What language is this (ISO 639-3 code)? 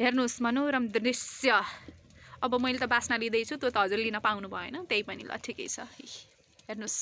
nep